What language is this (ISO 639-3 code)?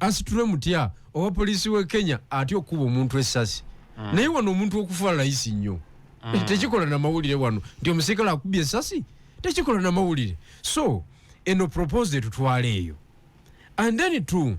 lug